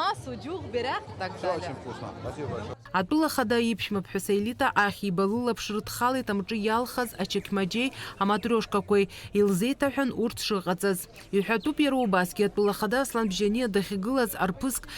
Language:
Abkhazian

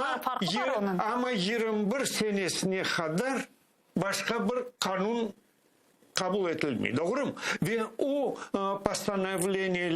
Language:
Crimean Tatar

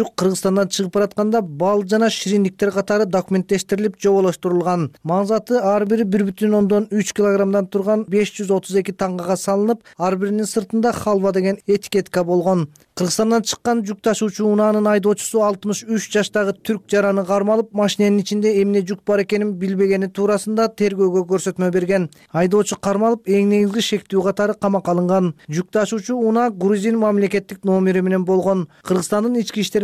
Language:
Kyrgyz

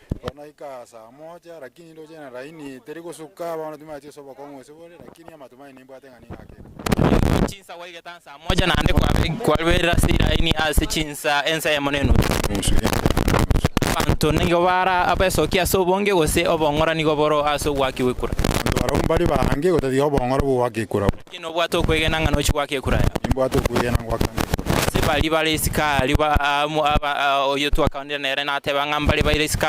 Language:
Gusii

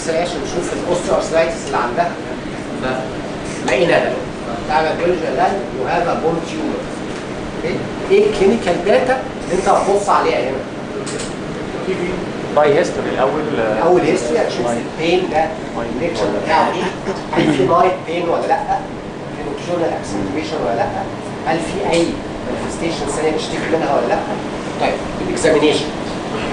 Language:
Egyptian Arabic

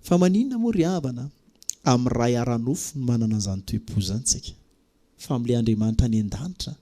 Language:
Malagasy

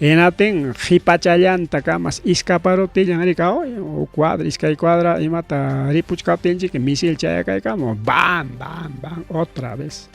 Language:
Ayacucho Quechua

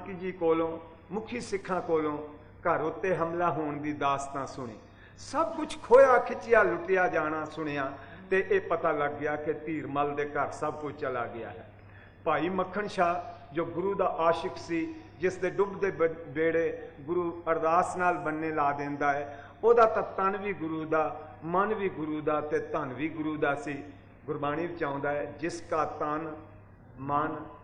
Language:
Punjabi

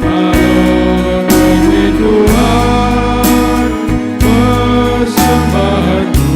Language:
Batak Karo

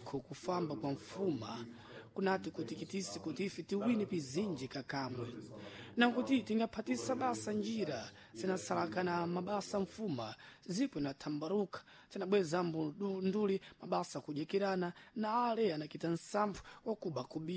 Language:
Sena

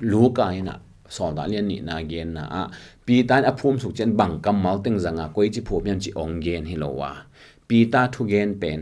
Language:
Tedim Chin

